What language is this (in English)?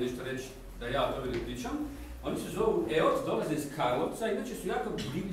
Croatian